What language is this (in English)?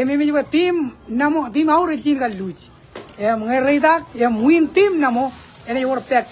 Marshallese